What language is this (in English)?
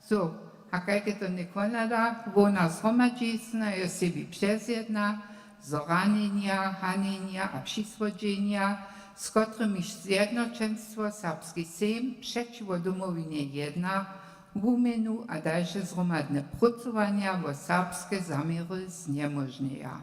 Upper Sorbian